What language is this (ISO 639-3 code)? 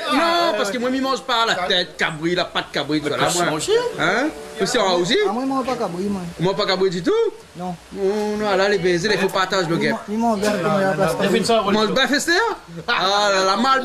rcf